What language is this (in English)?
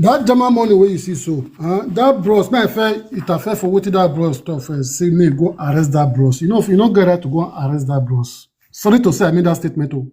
Nigerian Pidgin